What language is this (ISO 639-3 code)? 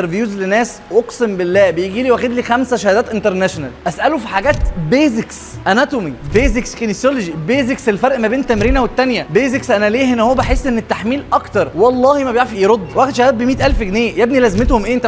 arz